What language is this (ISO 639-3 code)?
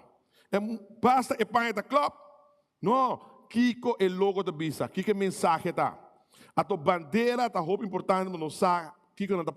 pap